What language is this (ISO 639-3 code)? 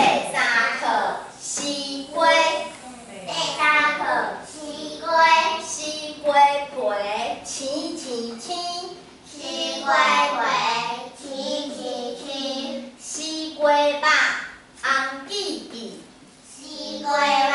nan